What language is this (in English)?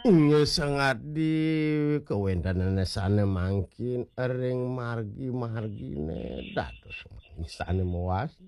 Balinese